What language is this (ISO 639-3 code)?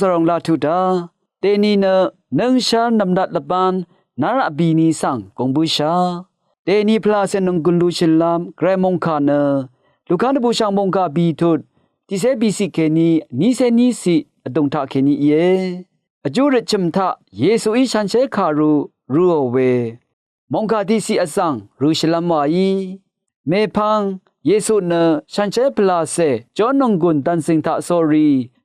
raw